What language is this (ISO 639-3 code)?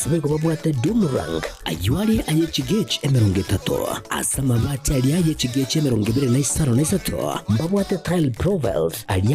guz